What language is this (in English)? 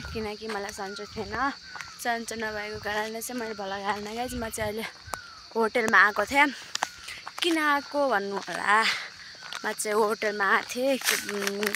Nepali